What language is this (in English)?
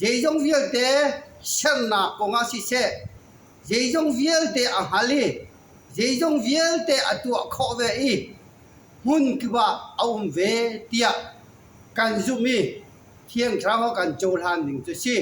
Falam Chin